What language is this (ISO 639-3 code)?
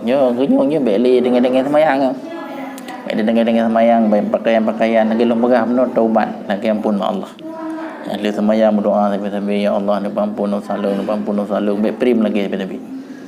ace